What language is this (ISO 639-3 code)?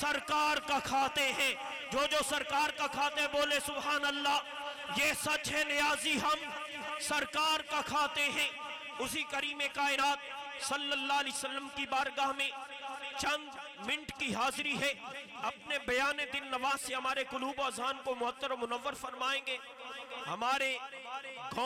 urd